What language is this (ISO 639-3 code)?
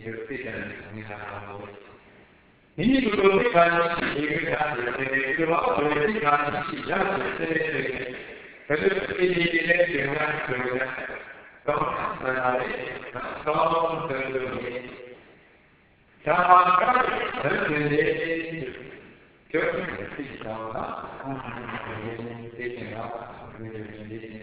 mya